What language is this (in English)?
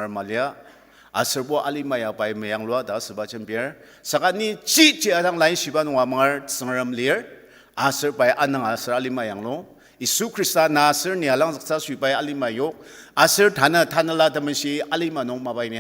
Ao Naga